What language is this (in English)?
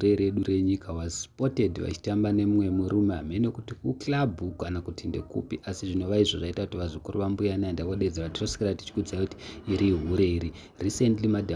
Shona